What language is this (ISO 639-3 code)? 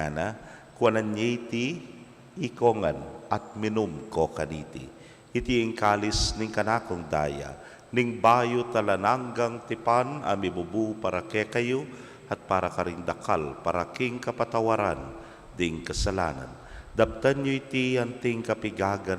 pam